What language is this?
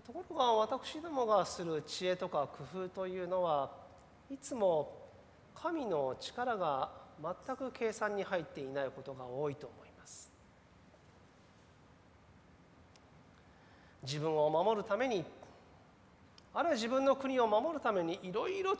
Japanese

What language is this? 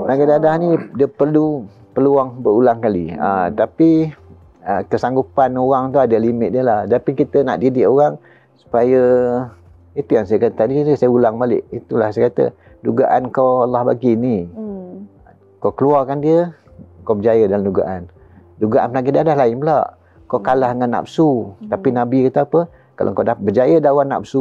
Malay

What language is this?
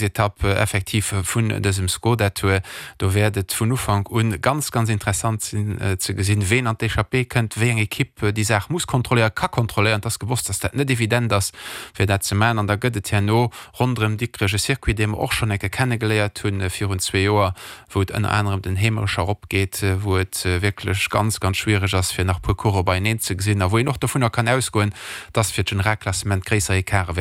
Luxembourgish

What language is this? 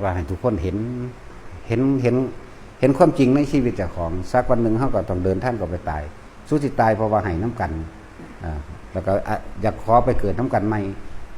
Northeastern Thai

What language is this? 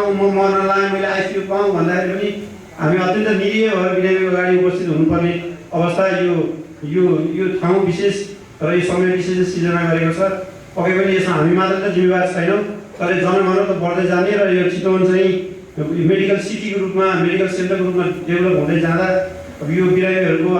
Nepali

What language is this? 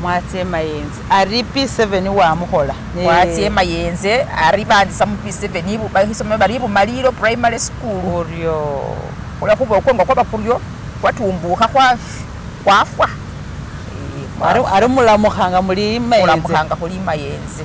Masaaba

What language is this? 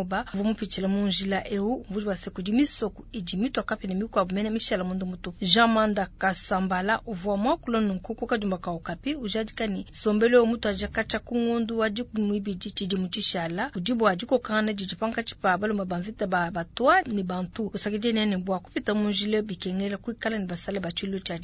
Luba-Lulua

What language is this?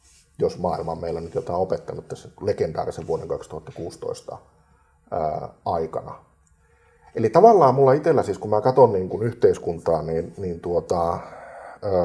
Finnish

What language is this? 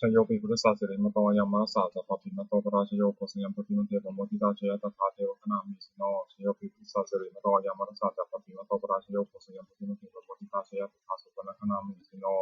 Pali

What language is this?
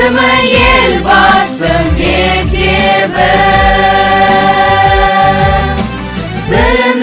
Kazakh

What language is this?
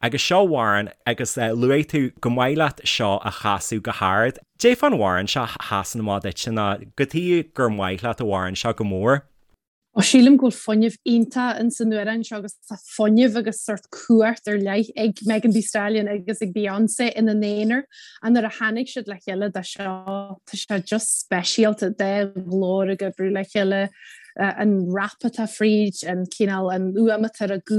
Irish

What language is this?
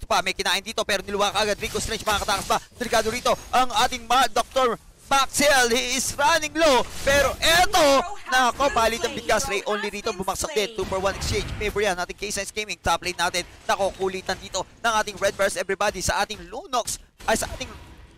Filipino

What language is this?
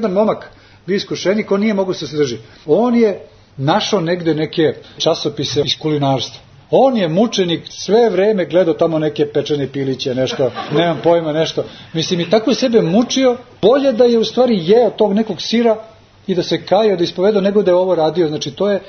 Serbian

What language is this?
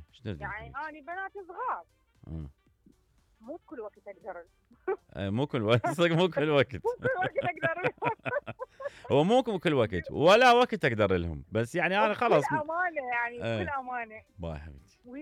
Mesopotamian Arabic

